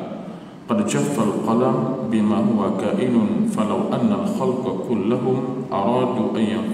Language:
Malay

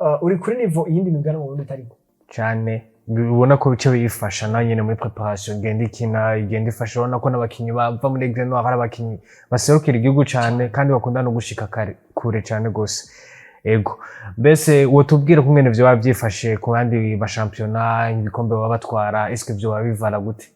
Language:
Rundi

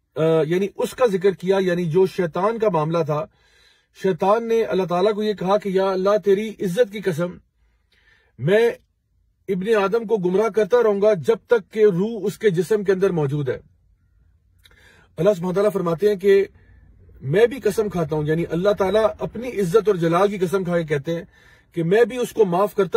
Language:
Urdu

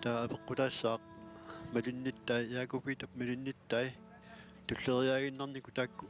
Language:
Kalaallisut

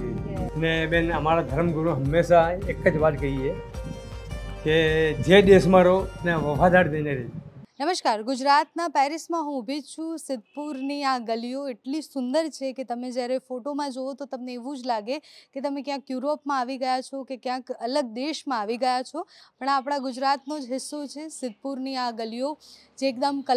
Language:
Gujarati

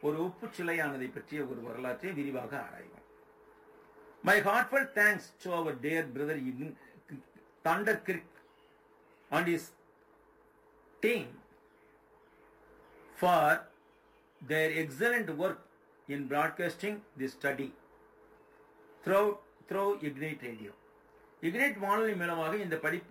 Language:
Tamil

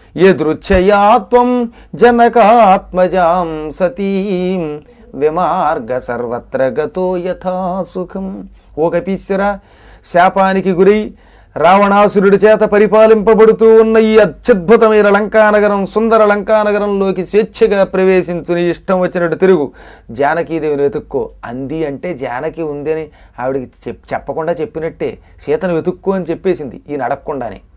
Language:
Telugu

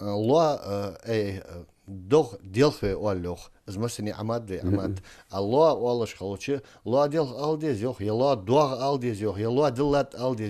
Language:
Ingush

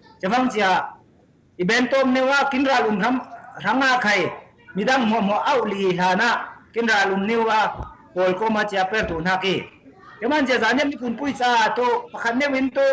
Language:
Falam Chin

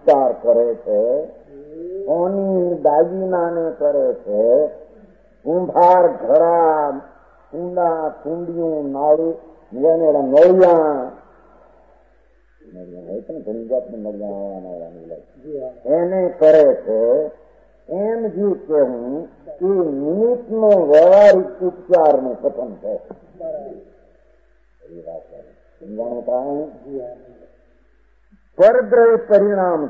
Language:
Gujarati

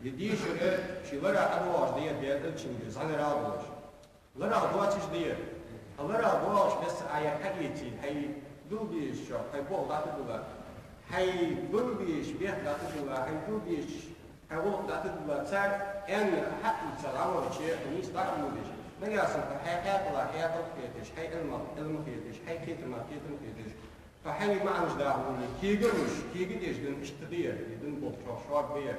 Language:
Ingush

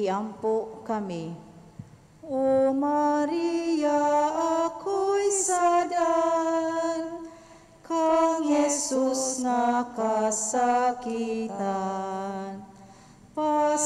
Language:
Cebuano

